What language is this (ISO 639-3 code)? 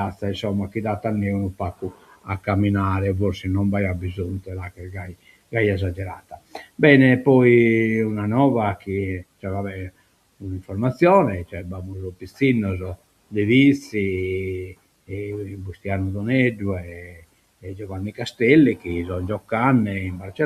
srd